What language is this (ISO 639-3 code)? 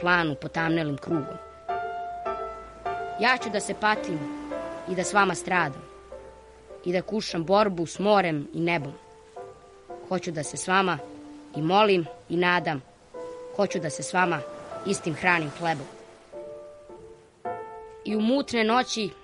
srp